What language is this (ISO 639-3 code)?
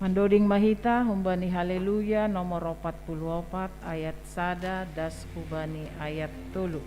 bts